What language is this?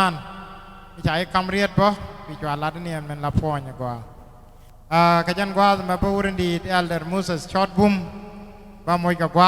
Nuer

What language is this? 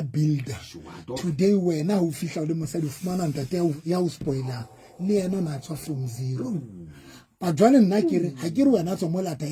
Southern Sotho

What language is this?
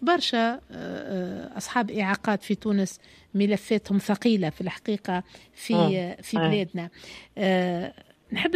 Tunisian Arabic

